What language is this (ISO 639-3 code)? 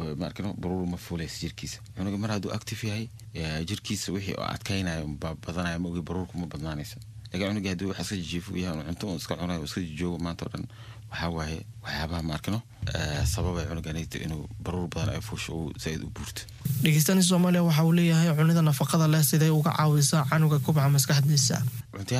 som